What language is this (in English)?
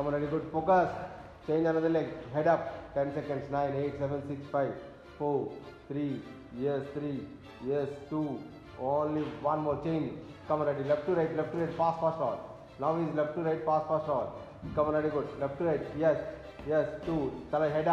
English